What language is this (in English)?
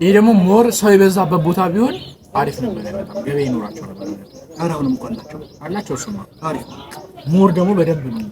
Amharic